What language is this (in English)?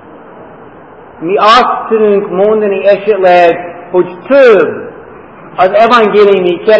Hungarian